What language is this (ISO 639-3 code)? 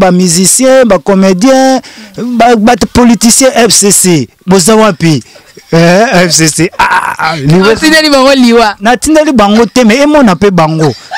lin